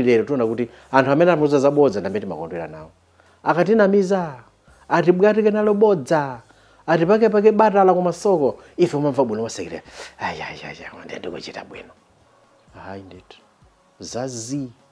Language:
Nyanja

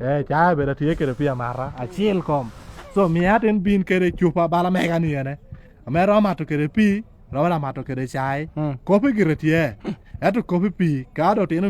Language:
Lango (Uganda)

